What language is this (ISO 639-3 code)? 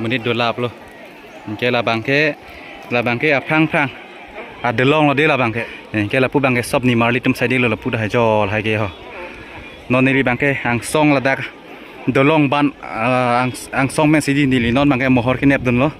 mjw